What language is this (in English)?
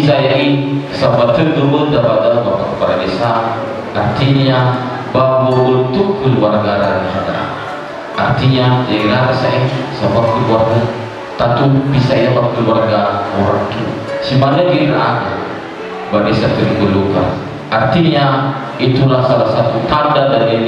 Nias